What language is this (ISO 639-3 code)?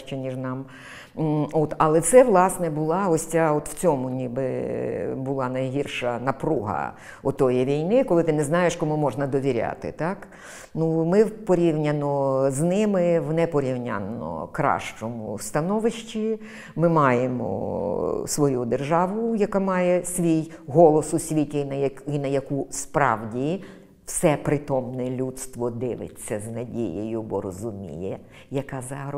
ukr